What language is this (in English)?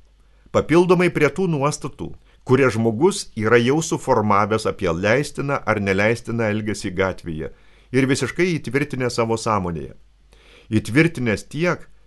Lithuanian